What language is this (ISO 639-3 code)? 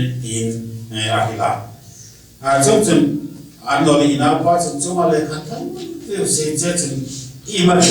hmr